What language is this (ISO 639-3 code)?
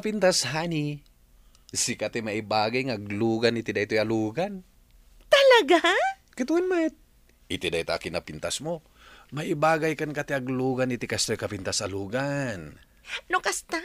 ilo